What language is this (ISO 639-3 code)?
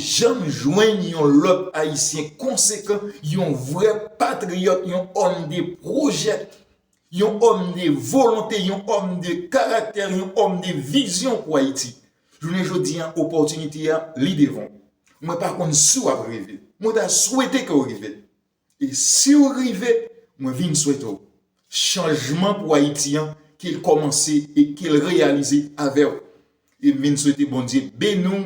hat